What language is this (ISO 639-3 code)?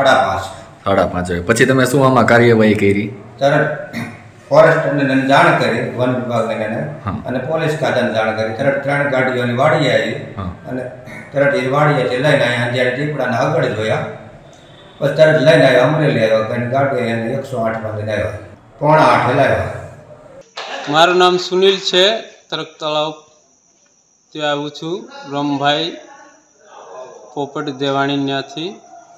guj